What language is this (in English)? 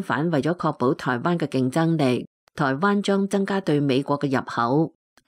Cantonese